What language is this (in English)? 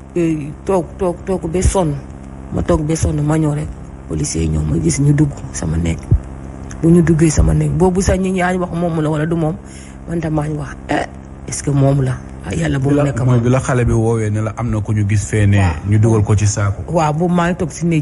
Wolof